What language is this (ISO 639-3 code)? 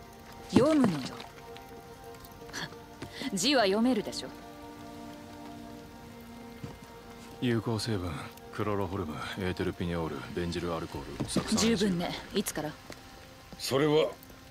jpn